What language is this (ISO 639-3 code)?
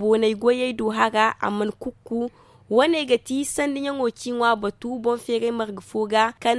dje